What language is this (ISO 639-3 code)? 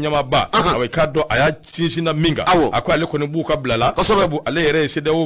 bam